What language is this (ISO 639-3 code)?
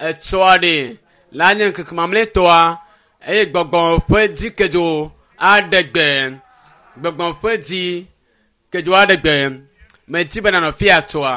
ewe